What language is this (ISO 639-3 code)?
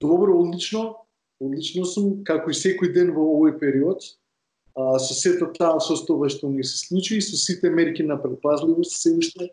mkd